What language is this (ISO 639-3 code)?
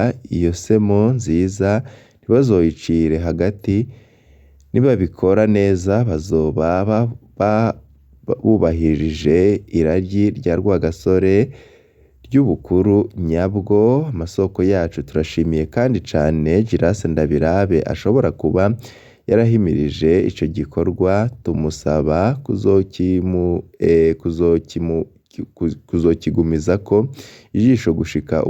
run